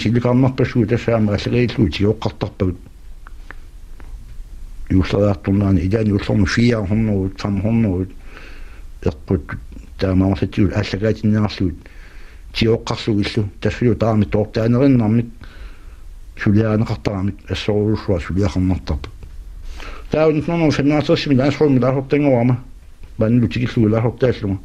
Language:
Kalaallisut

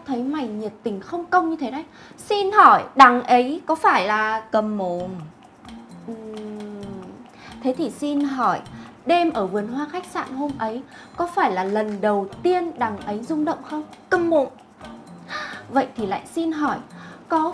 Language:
Vietnamese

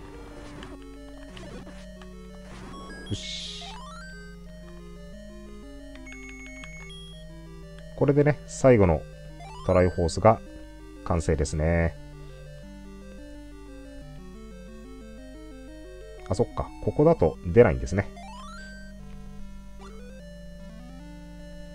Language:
Japanese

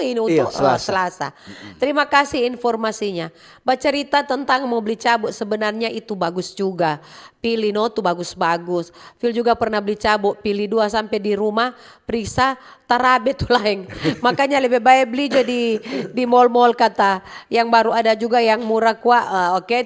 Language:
Manado Malay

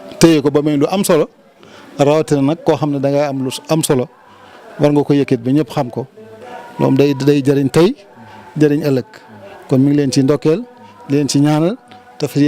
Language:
Wolof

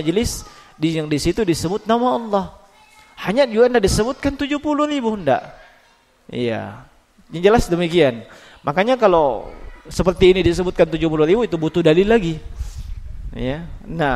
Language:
Indonesian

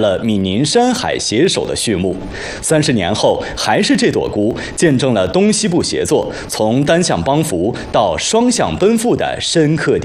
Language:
Chinese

